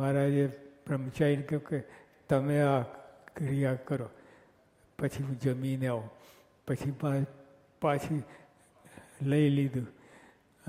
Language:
Gujarati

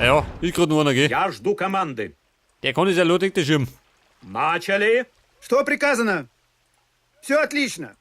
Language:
Bavarian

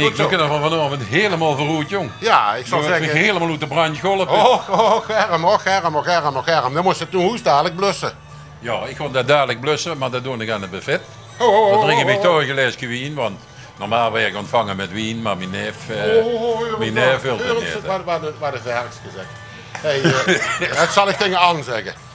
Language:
Limburgish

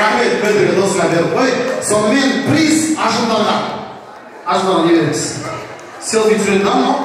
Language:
Kara-Kalpak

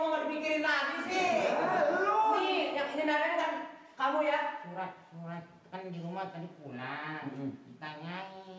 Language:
Betawi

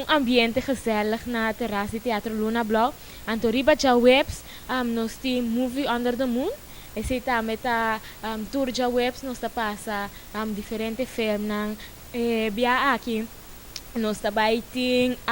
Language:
Papiamento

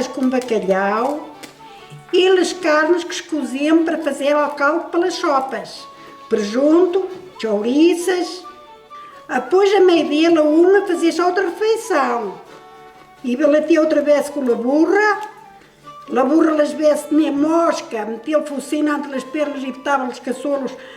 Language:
Mirandese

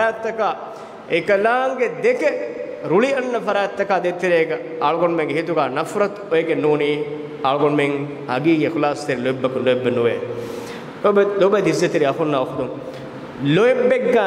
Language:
Divehi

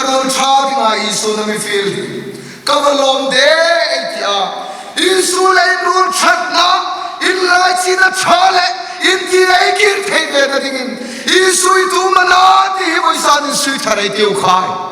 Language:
Hmar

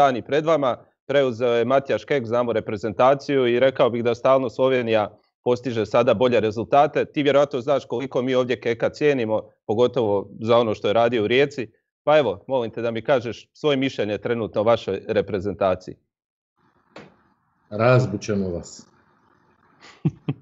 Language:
Croatian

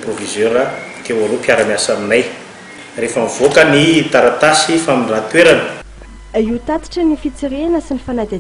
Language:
Malagasy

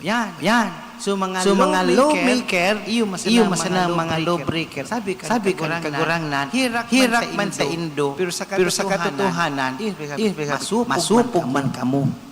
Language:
Bikol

